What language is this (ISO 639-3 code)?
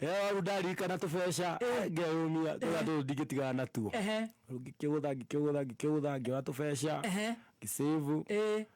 kik